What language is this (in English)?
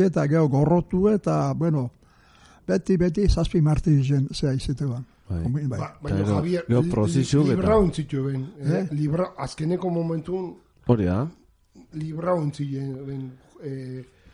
Basque